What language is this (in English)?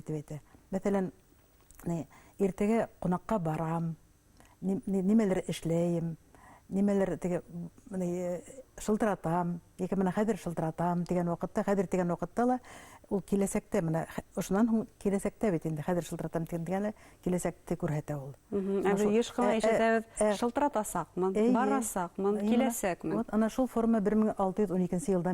Bashkir